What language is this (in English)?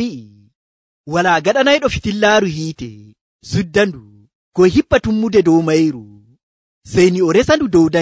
Nigerian Fulfulde